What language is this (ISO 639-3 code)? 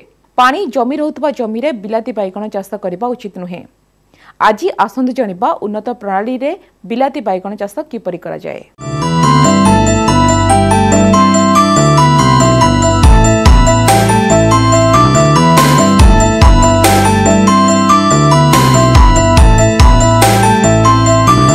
ori